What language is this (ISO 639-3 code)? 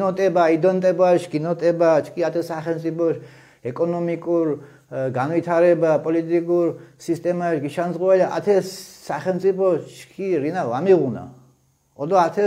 xmf